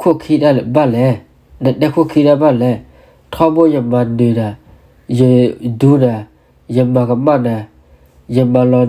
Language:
S'gaw Karen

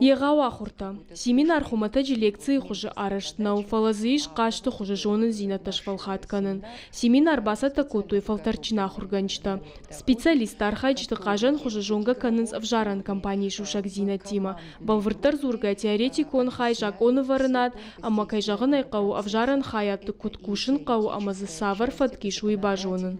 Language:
Ossetic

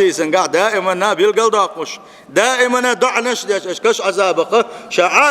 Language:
Chechen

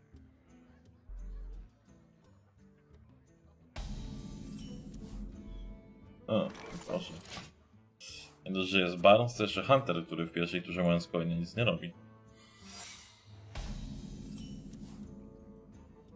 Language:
Polish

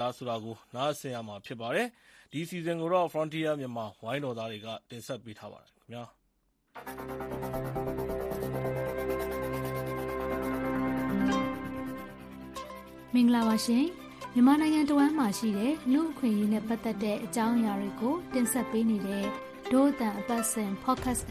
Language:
Burmese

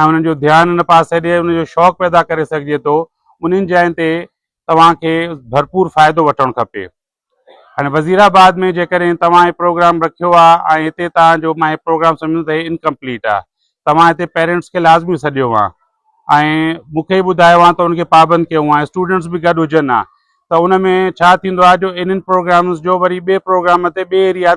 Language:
Sindhi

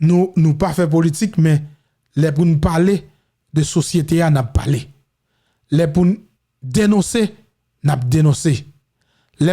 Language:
Haitian Creole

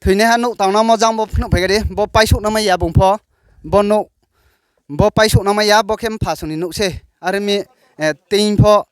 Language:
Riang (India)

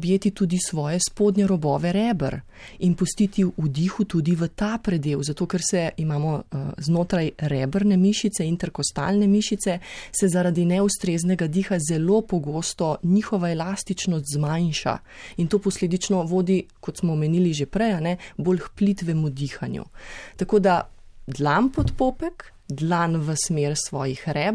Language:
Slovenian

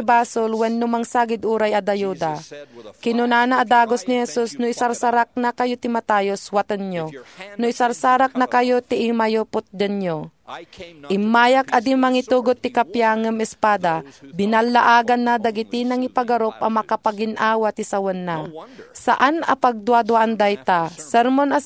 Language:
Iloko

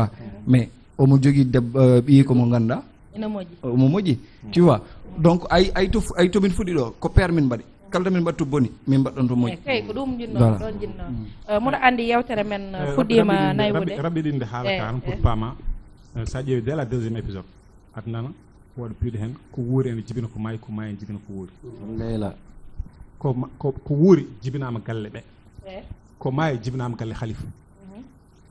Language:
Fula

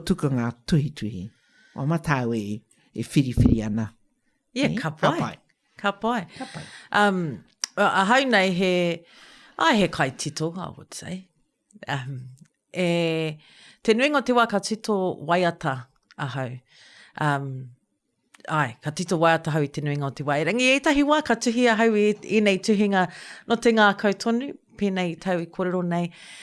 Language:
Māori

